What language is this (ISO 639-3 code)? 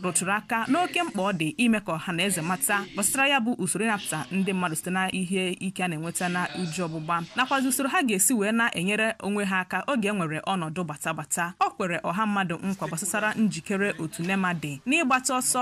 ibo